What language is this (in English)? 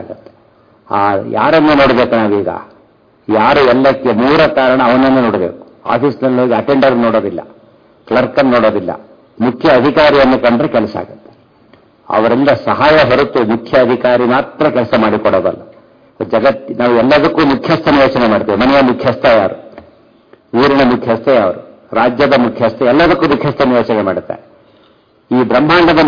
Kannada